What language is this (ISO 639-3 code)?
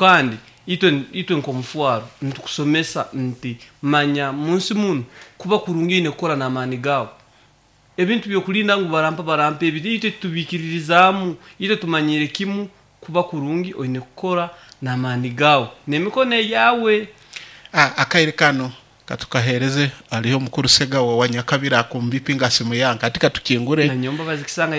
nyo